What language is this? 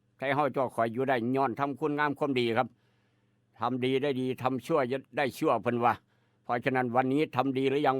Northeastern Thai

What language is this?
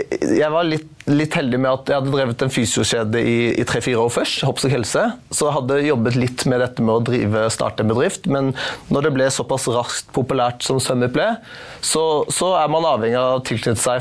Norwegian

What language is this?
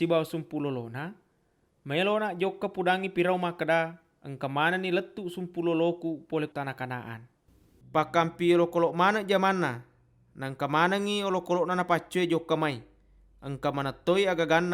Buginese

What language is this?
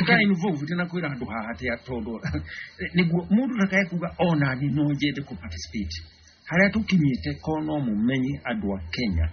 Kikuyu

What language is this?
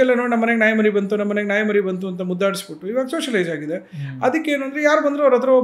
Kannada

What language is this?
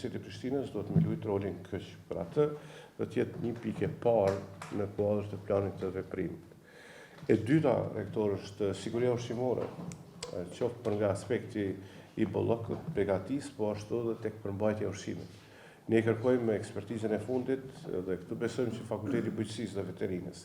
Albanian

